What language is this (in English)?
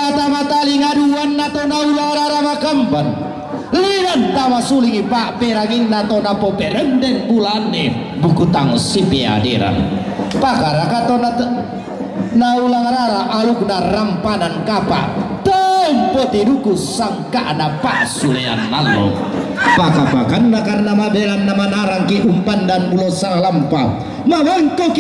Toraja-Sa'dan